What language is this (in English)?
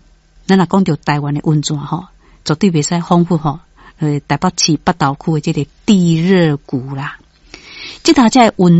Min Nan Chinese